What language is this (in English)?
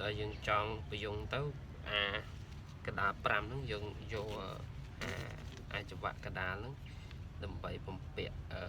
Khmer